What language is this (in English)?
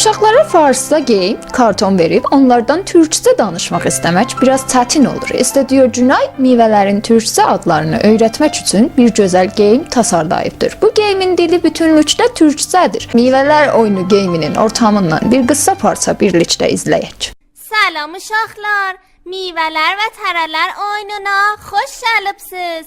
South Azerbaijani